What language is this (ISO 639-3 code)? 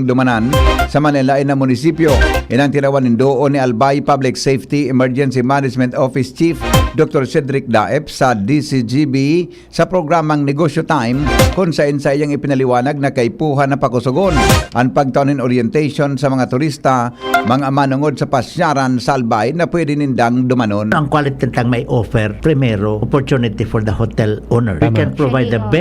bik